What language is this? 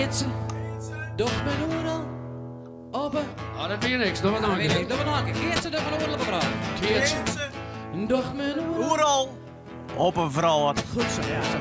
Western Frisian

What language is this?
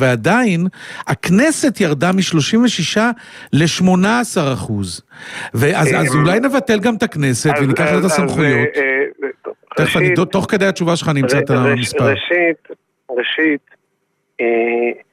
Hebrew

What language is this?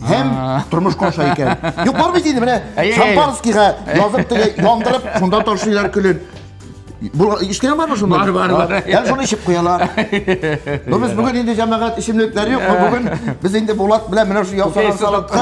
Tatar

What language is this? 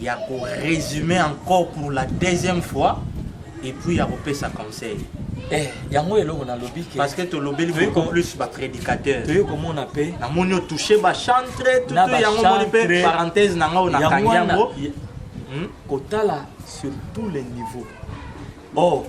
Lingala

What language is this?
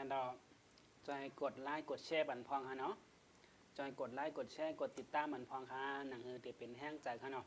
Shan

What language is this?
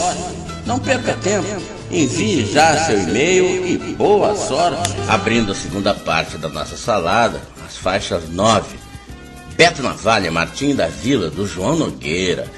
Portuguese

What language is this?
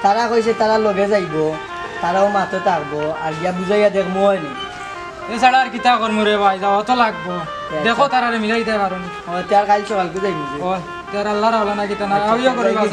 Sylheti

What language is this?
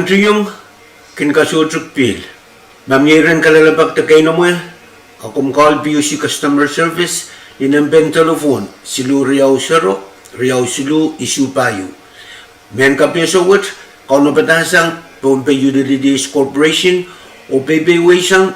Pohnpeian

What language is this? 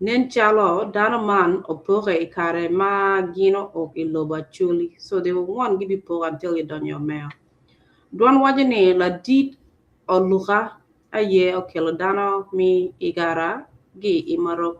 Acoli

